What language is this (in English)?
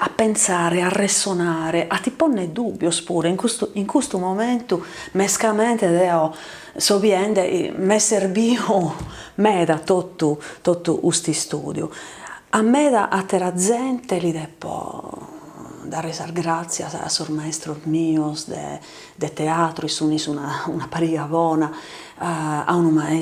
Sardinian